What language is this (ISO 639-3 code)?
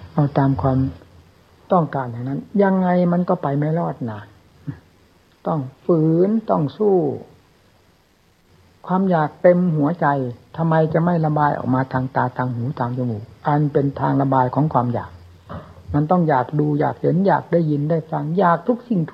tha